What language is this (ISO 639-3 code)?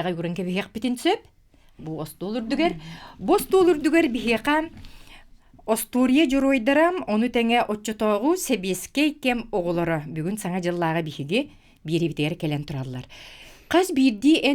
sah